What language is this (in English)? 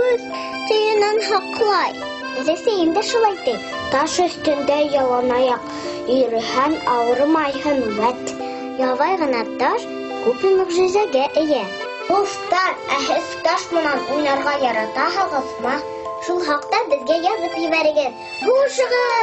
Bashkir